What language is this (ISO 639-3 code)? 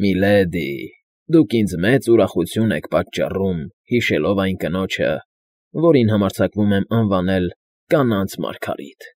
hye